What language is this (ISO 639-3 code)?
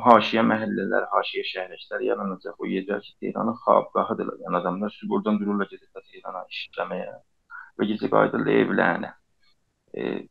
azb